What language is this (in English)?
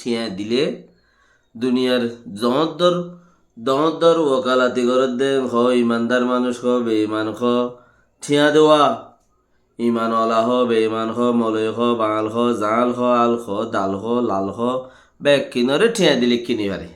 Rohingya